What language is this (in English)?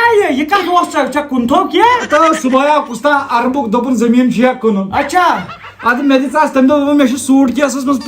Kashmiri